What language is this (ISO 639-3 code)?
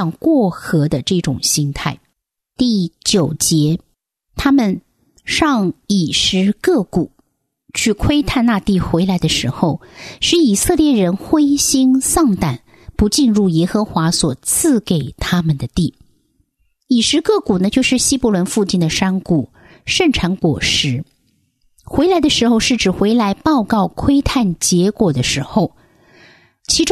zho